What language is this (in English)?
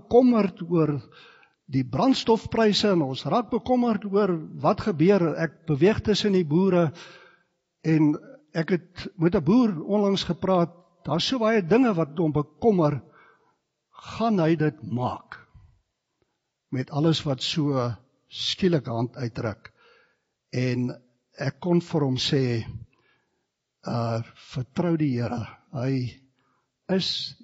Afrikaans